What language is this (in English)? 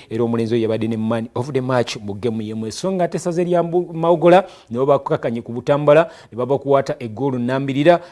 Ganda